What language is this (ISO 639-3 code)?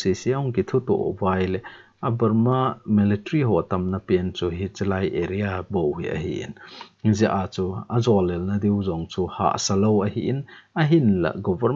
tcz